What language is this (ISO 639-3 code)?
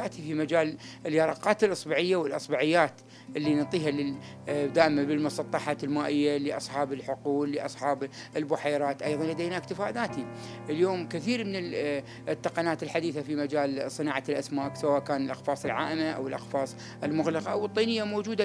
acm